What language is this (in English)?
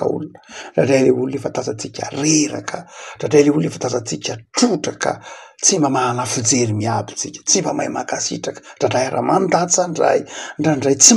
Malagasy